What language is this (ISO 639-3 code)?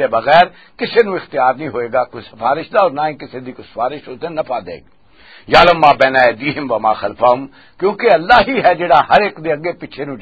lah